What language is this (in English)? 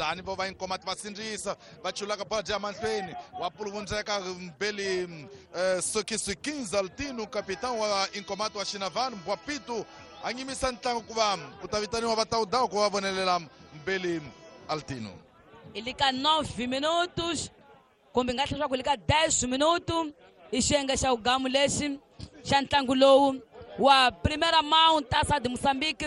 Tsonga